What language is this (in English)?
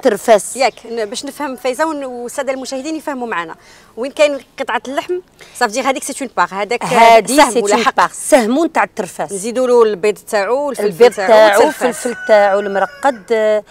Algerian Arabic